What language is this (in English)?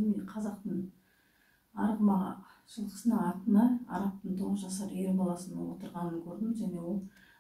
Kazakh